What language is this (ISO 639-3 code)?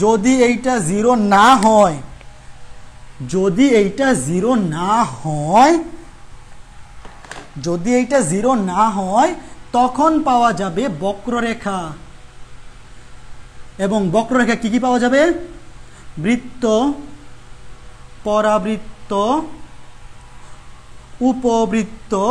ben